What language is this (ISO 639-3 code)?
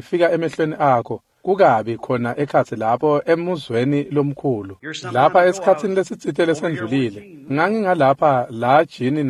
ssw